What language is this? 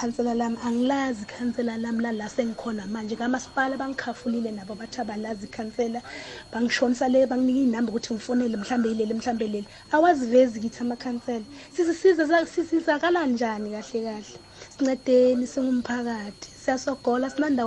South Ndebele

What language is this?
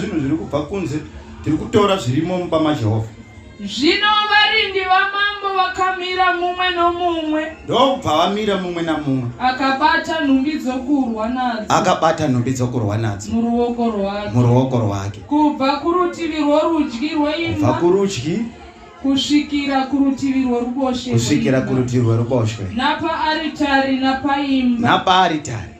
Shona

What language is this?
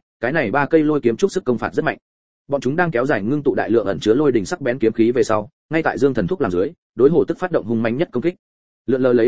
Vietnamese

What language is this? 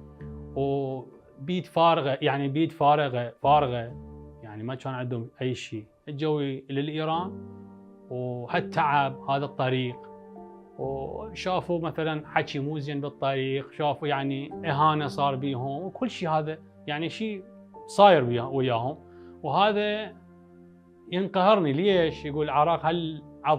Mesopotamian Arabic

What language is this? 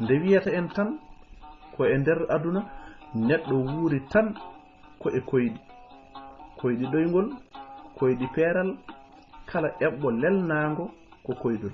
Fula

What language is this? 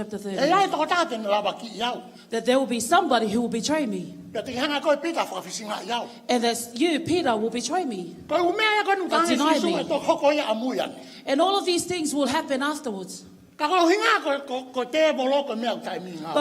Tongan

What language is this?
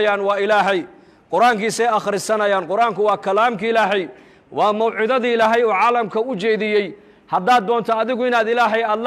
Somali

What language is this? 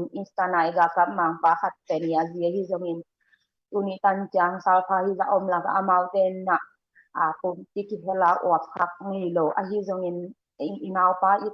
Tedim Chin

